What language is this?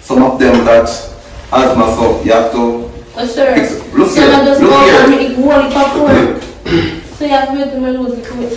Jamaican Creole English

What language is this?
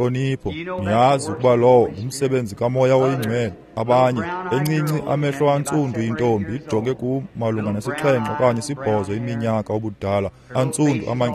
Xhosa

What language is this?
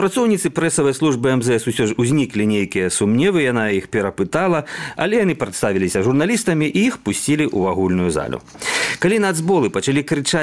Belarusian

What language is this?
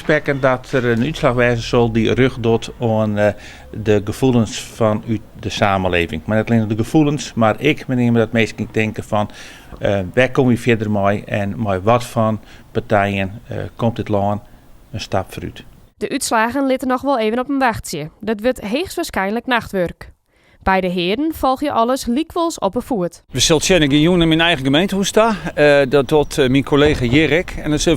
Western Frisian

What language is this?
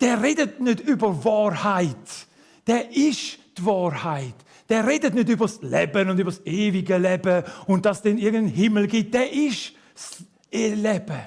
Swiss German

